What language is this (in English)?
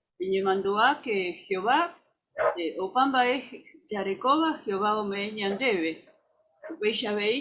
Guarani